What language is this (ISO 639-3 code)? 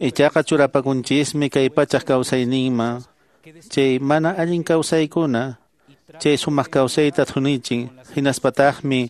que